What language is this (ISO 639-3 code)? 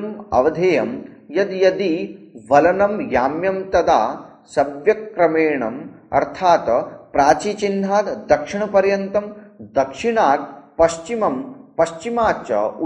san